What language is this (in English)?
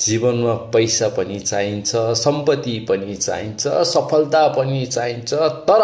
Nepali